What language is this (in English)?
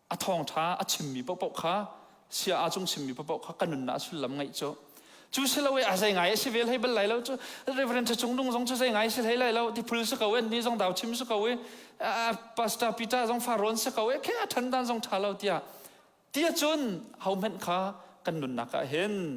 Hakha Chin